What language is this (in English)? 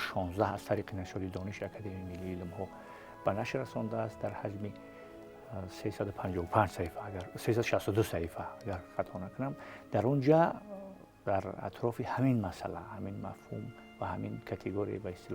Tajik